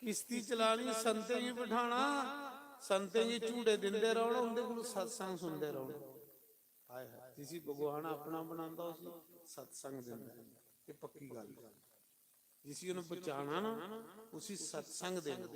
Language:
Dogri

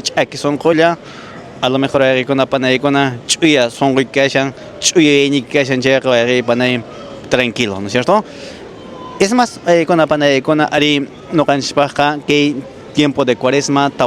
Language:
Quechua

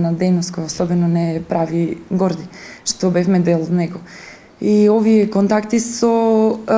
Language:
Macedonian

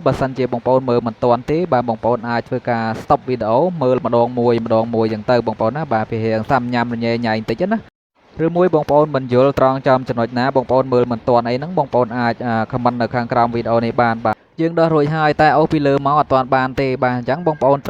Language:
Khmer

